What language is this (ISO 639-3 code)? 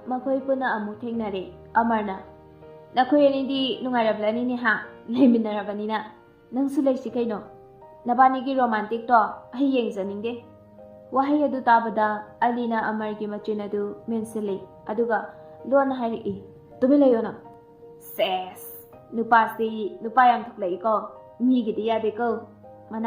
mni